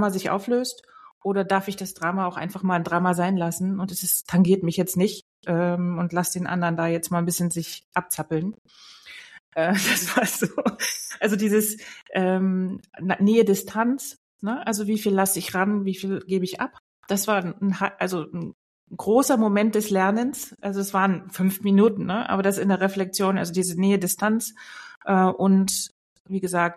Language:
German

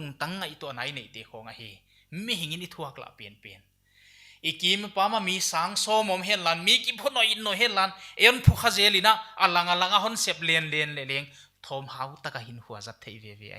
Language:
Paite Chin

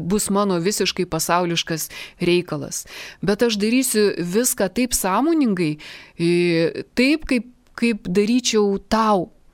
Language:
Lithuanian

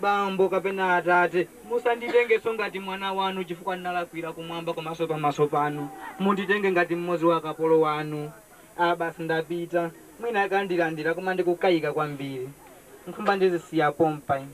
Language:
Nyanja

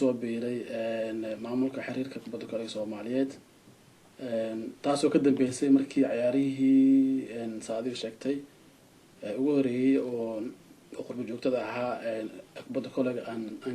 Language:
Somali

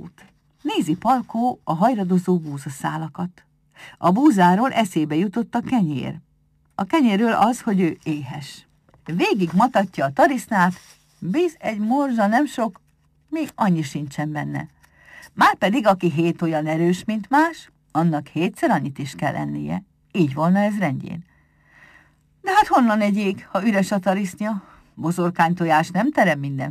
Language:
Hungarian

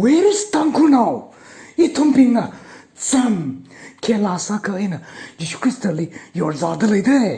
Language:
Tangkhul Naga (India)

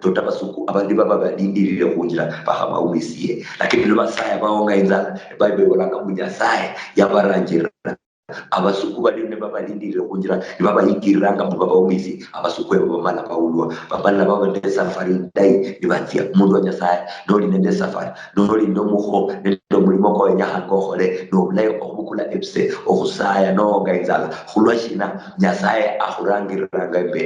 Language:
Luyia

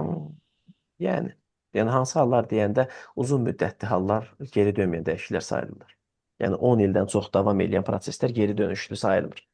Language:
Azerbaijani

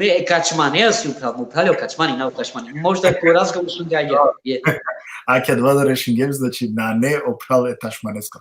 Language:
Balkan Romani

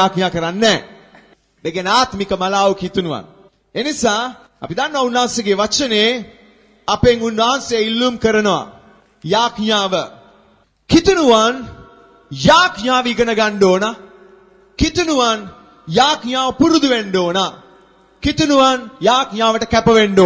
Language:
Sinhala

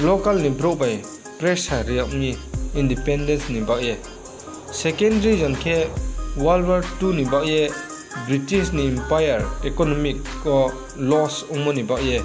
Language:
Riang (India)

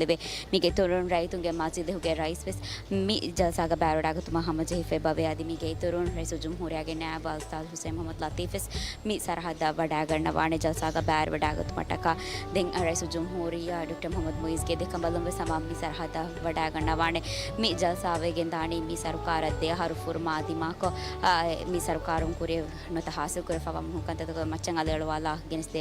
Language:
Divehi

